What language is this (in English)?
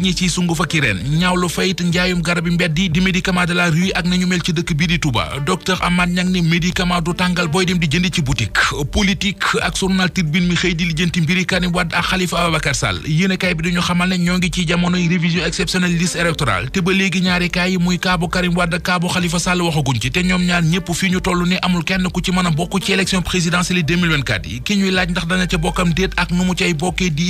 Wolof